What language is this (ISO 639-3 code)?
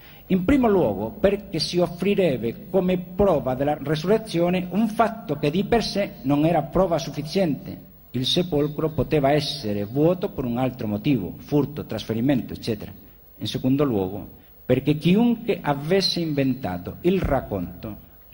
ita